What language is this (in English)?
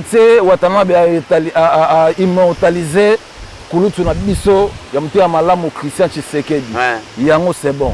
Lingala